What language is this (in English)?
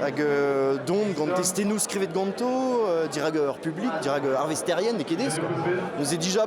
Breton